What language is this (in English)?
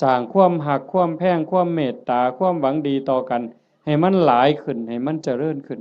Northeastern Thai